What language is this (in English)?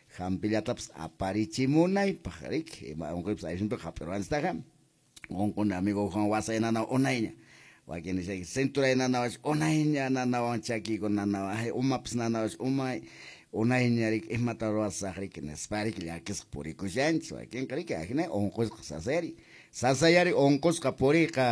Quechua